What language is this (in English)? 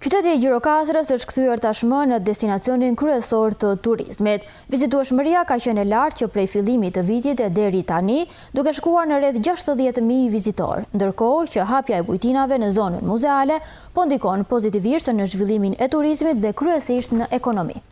Albanian